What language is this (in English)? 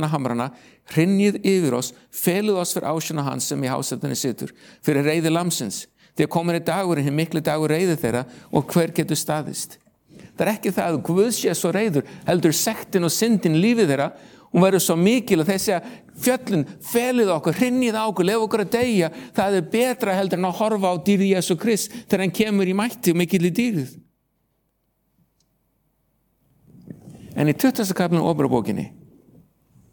Icelandic